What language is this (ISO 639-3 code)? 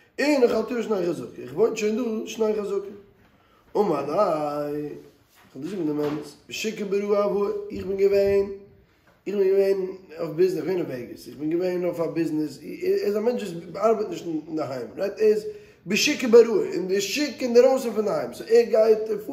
yid